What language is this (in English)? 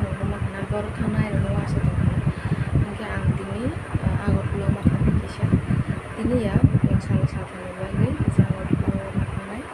Kok Borok